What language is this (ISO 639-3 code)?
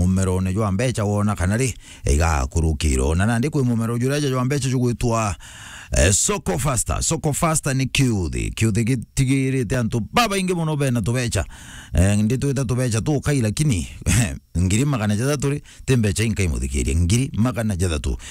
mer